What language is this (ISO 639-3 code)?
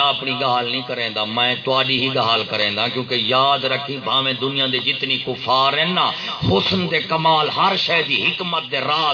skr